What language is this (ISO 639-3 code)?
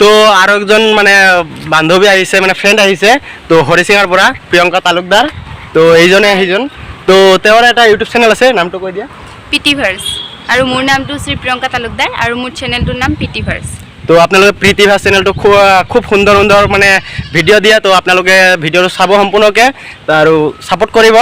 asm